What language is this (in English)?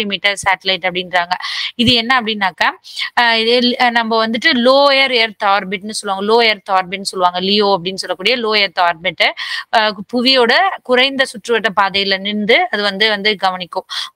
Tamil